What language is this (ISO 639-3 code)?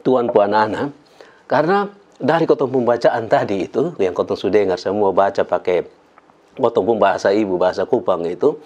mkn